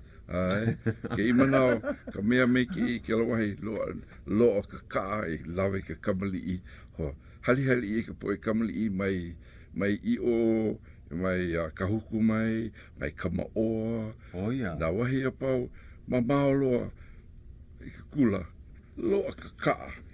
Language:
Hawaiian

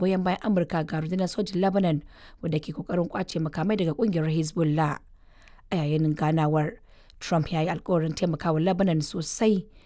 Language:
Hausa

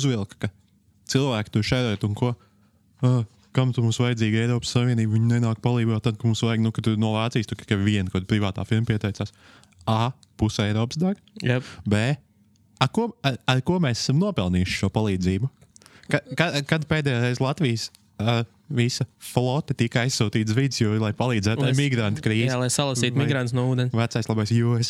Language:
Latvian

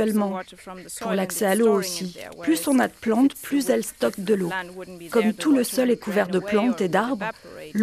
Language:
French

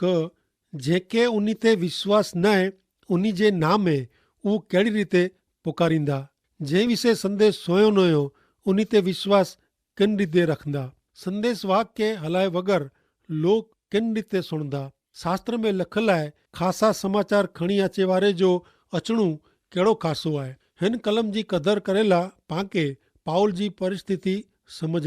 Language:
Kachhi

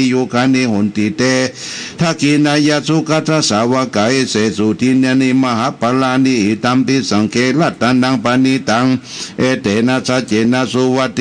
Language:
Pali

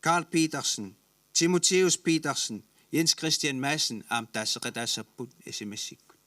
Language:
Kalaallisut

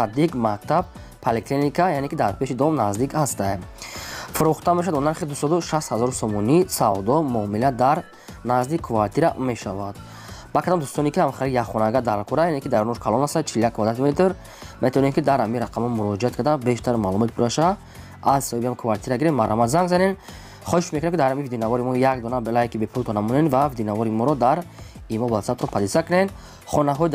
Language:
Tajik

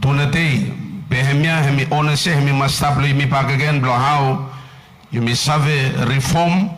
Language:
Bislama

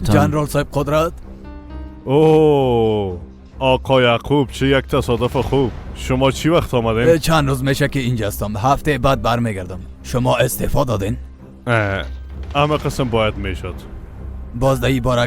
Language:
Persian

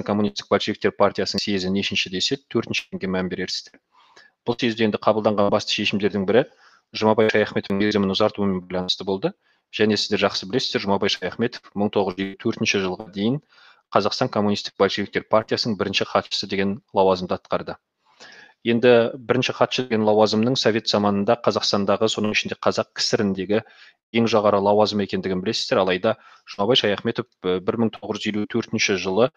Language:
Kazakh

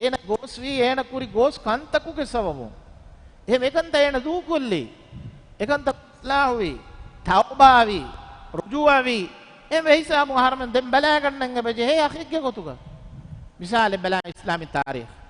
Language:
Divehi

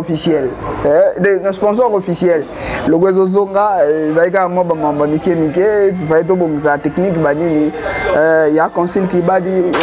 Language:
Lingala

